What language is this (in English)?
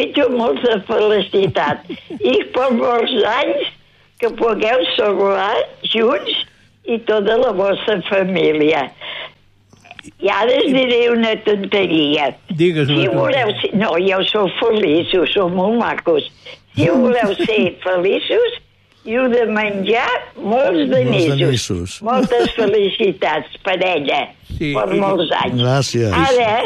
Catalan